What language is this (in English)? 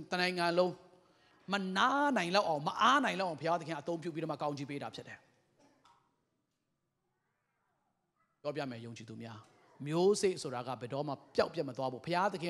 Burmese